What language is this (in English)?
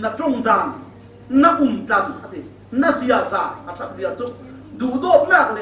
Falam Chin